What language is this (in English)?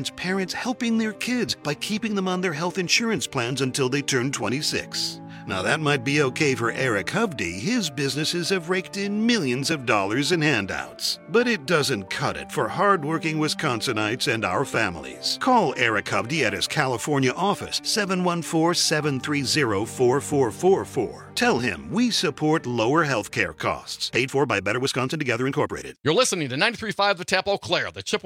English